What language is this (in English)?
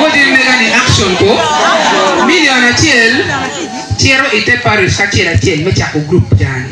Acoli